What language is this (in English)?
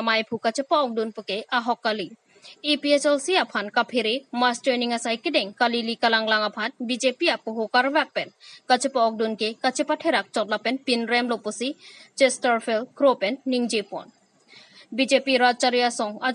Karbi